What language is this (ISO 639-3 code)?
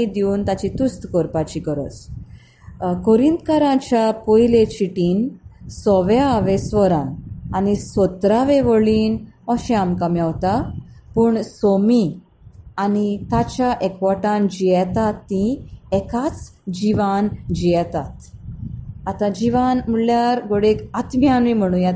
kok